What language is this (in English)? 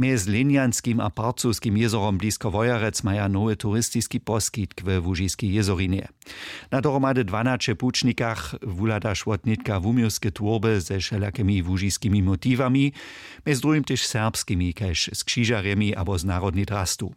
Upper Sorbian